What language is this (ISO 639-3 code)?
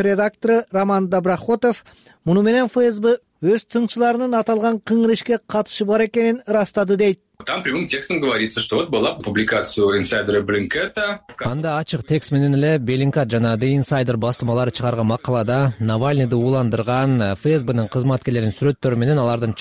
kir